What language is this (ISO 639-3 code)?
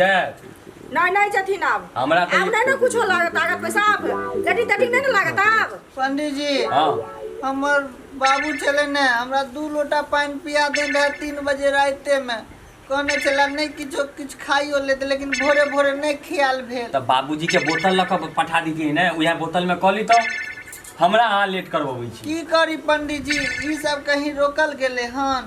mai